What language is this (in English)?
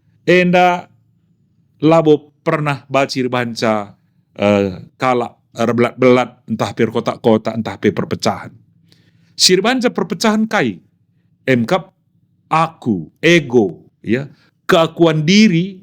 Batak Karo